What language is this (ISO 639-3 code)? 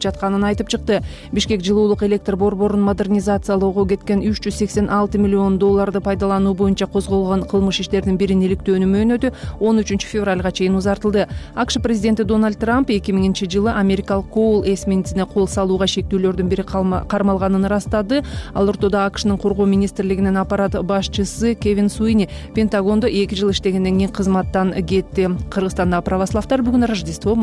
kir